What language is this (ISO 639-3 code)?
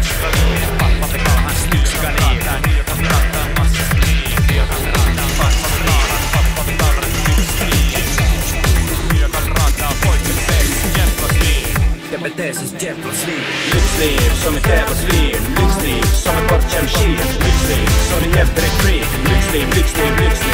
swe